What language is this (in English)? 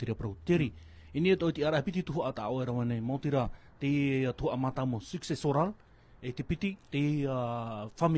Tahitian